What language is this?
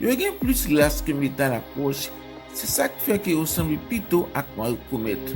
Haitian Creole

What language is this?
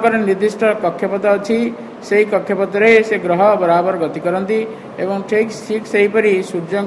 Odia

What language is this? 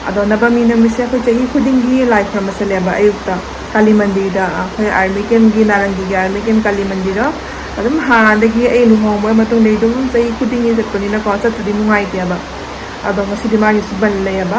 Manipuri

